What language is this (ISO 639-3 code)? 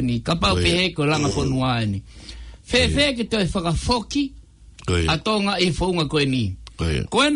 ton